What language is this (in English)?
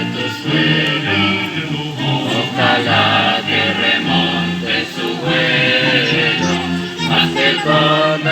Kekchí